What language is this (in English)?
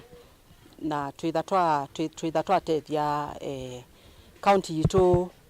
Kamba